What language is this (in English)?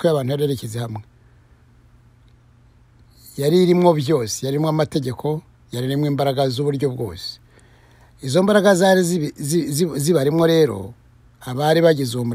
Kinyarwanda